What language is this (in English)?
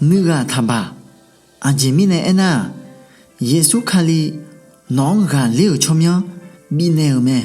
Akha